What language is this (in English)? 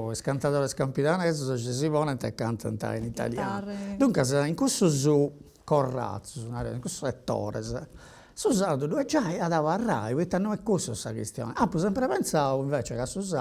Sardinian